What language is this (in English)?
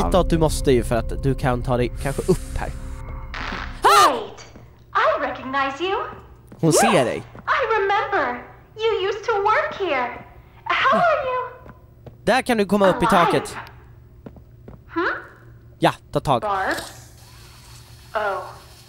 Swedish